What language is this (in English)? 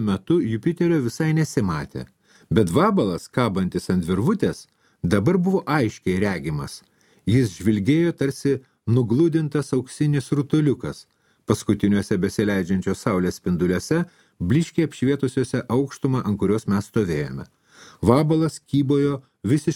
Lithuanian